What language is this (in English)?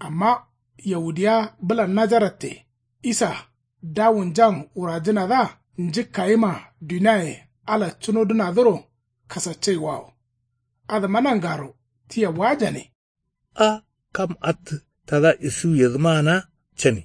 Kanuri